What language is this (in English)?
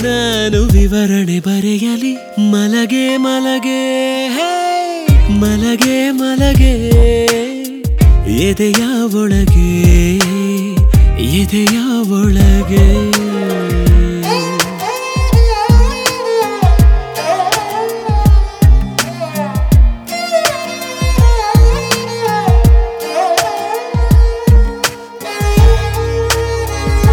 Kannada